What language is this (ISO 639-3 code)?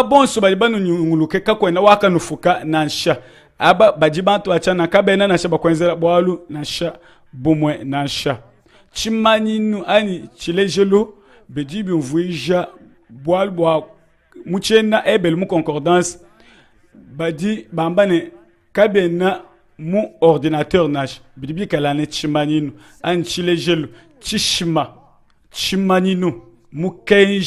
lua